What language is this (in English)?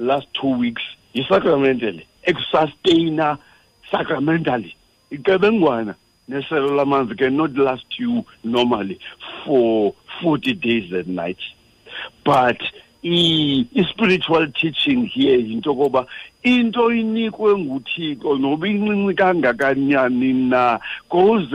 Xhosa